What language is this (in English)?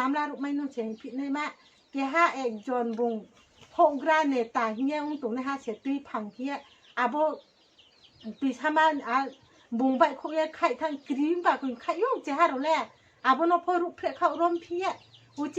Riang (India)